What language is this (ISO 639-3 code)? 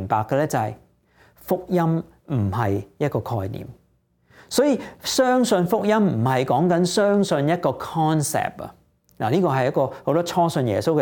yue